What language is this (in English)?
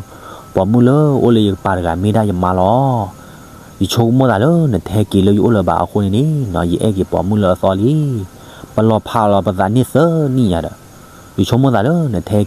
S'gaw Karen